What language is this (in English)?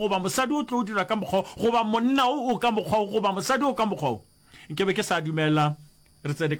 Northern Sotho